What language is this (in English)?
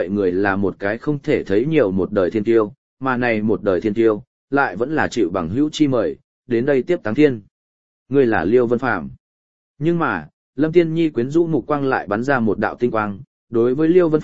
Vietnamese